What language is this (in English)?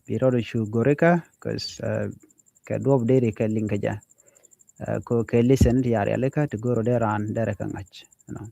Nuer